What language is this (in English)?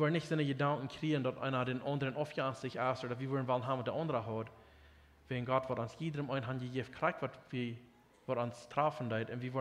Plautdietsch